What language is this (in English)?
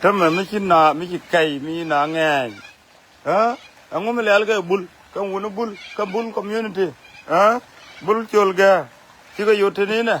Nuer